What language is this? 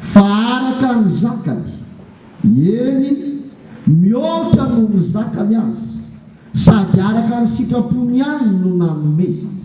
Malagasy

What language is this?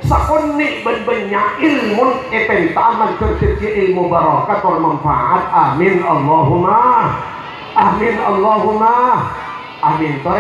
Madurese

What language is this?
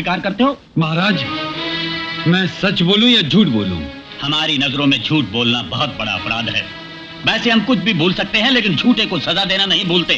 Hindi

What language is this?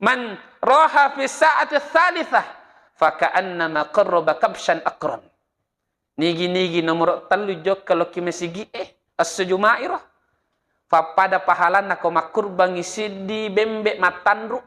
Buginese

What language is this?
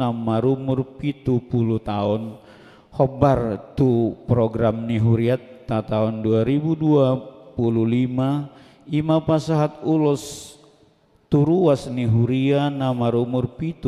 Batak Toba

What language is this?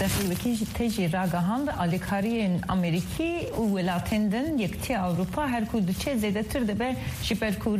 Kurdish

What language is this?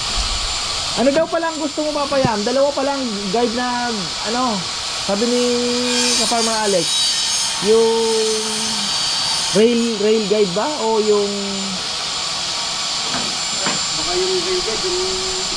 Filipino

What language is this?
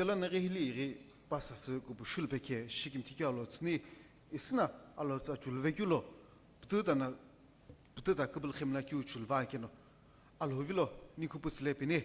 Sumi Naga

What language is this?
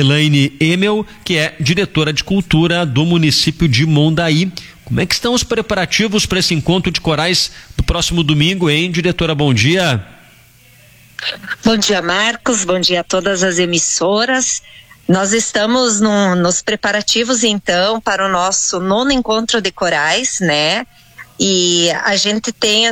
Portuguese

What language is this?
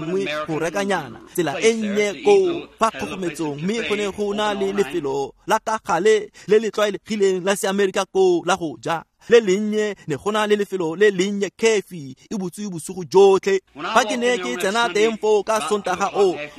Tswana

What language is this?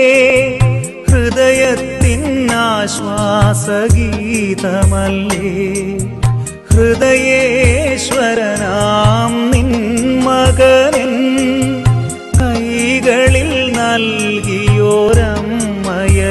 Malayalam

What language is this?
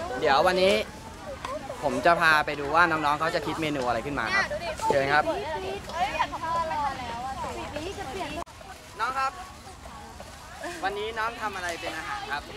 Thai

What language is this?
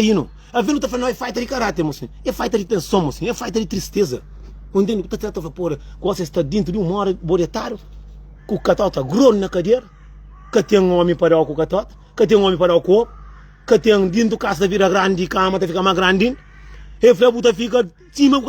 Kabuverdianu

